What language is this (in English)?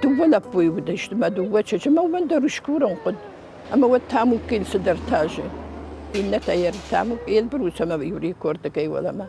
Ossetic